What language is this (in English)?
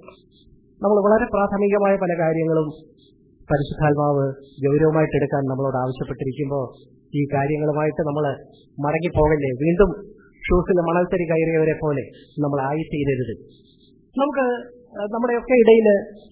Malayalam